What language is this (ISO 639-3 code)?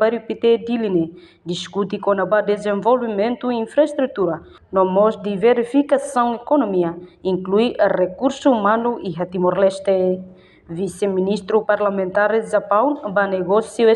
tet